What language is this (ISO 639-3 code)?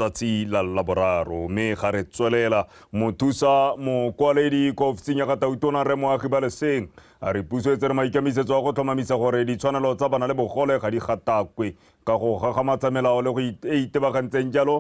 tsn